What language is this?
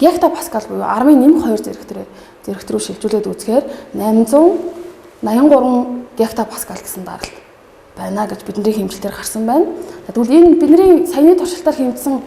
Mongolian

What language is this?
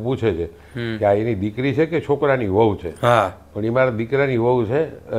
Gujarati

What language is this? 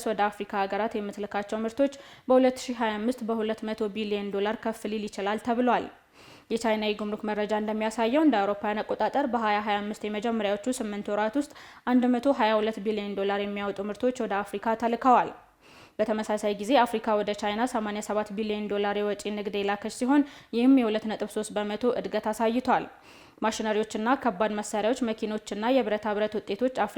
Amharic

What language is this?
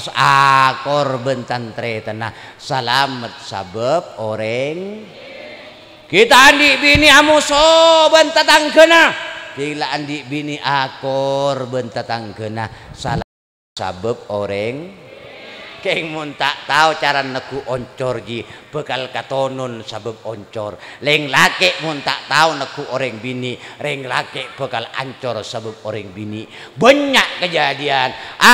Madurese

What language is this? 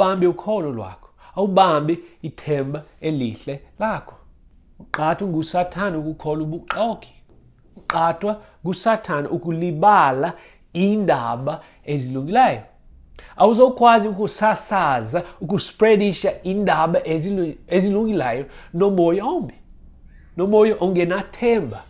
Xhosa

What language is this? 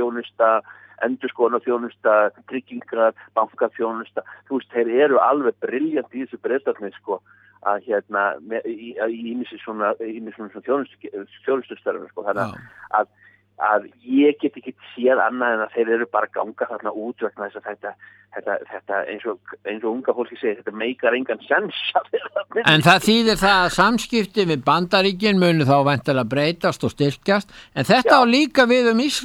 Icelandic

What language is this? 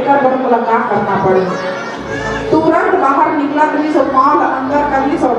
Chhattisgarhi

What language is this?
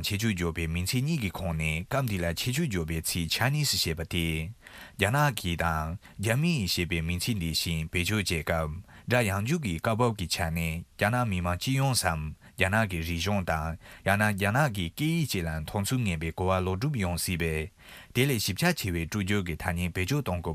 Tibetan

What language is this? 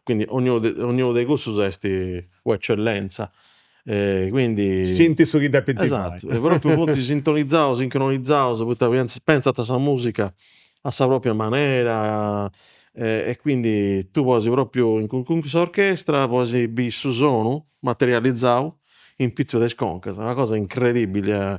Sardinian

